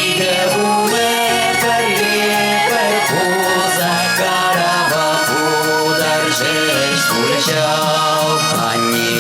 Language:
Chuvash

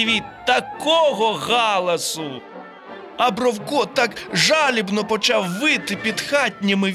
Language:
Ukrainian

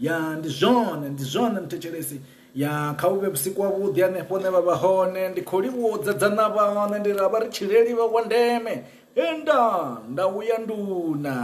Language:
Venda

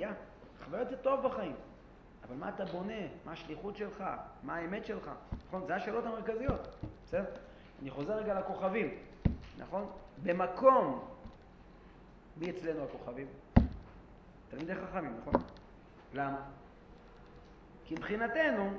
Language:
Hebrew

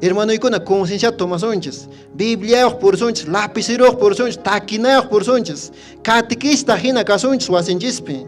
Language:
Quechua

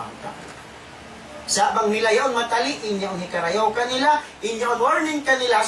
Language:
Tausug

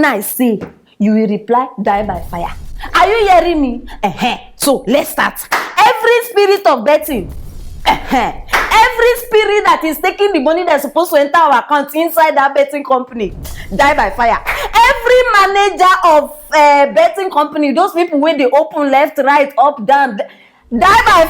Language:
Nigerian Pidgin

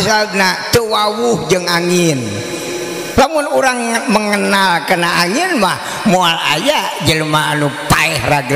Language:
Sundanese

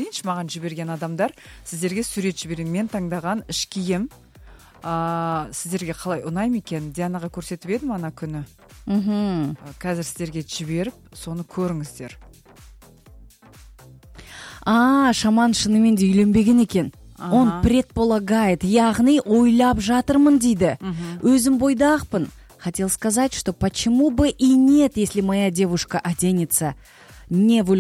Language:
Kazakh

